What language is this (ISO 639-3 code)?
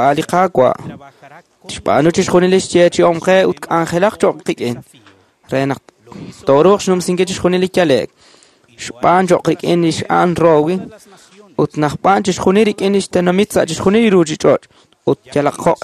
kek